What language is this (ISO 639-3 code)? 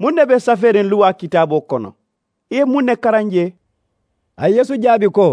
man